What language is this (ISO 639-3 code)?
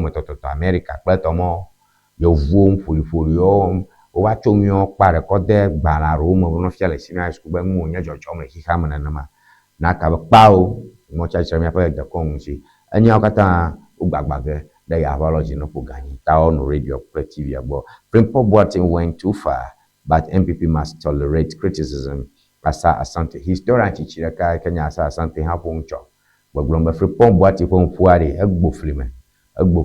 ewe